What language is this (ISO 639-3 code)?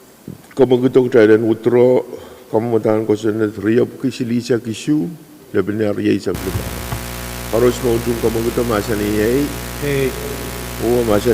pon